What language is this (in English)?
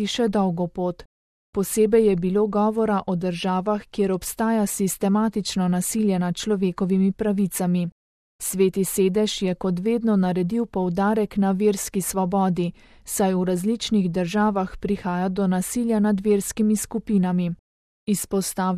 Slovenian